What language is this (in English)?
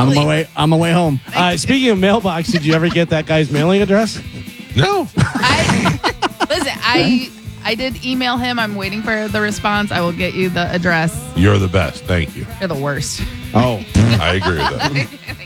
English